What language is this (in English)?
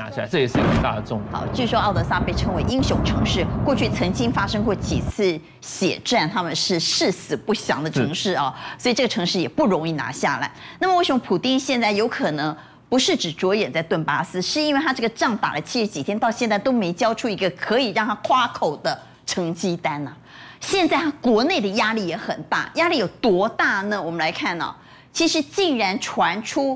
Chinese